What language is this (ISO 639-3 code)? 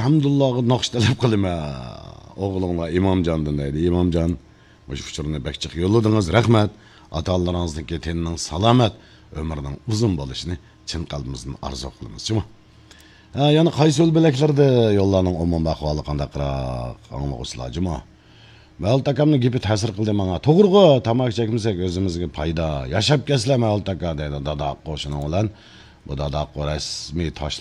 uig